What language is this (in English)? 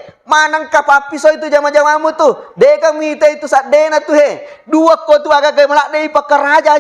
Buginese